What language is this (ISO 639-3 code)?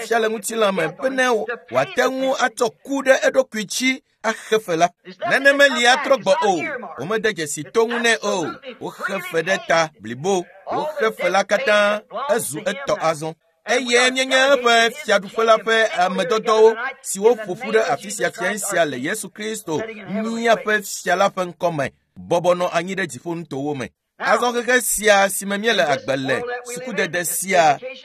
ewe